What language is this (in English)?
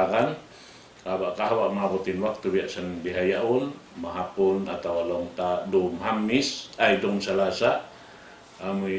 Tausug